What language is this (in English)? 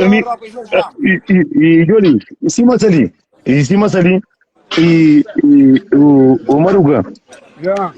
Kabuverdianu